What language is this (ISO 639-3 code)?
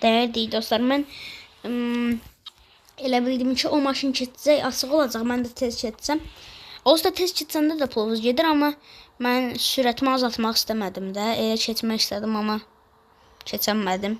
aze